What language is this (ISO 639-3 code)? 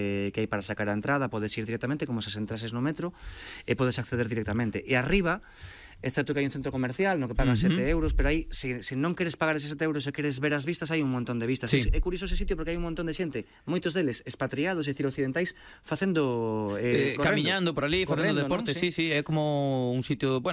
glg